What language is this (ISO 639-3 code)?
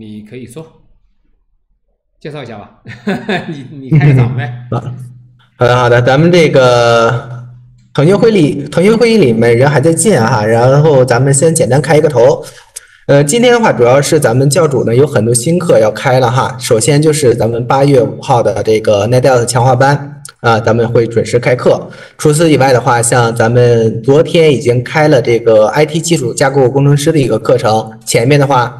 zho